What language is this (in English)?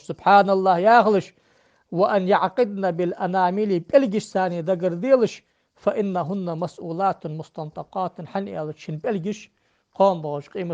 Ingush